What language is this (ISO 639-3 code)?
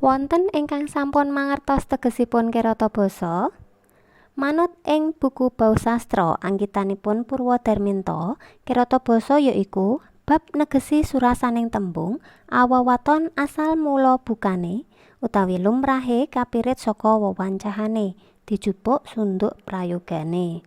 jav